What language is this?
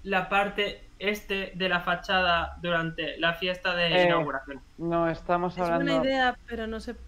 Spanish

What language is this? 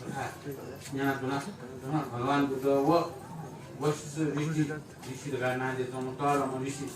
Newari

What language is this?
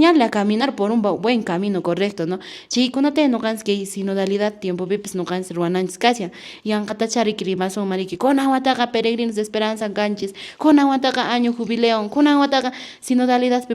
Quechua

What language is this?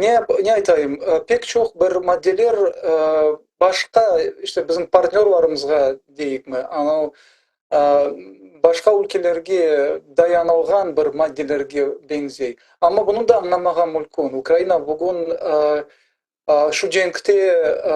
Crimean Tatar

